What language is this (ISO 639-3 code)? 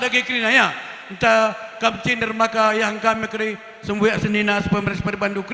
btx